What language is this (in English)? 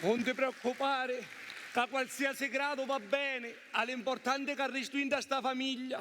Sicilian